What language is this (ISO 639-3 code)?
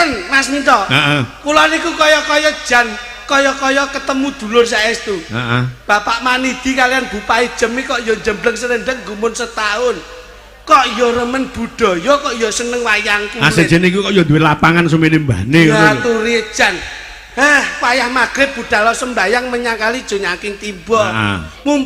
jav